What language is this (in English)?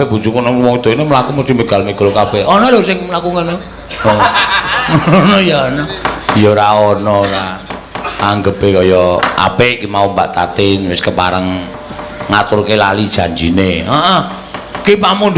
Javanese